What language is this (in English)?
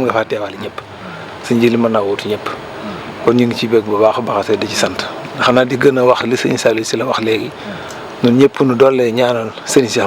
Wolof